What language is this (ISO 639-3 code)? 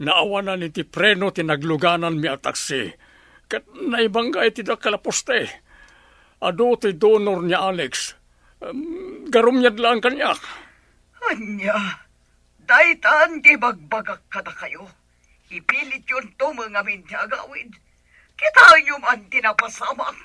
ilo